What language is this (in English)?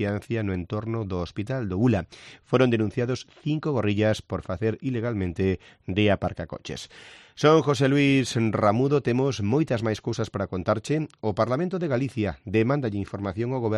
Galician